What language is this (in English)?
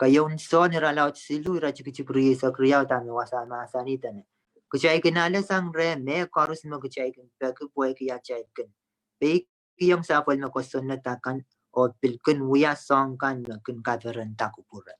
Pohnpeian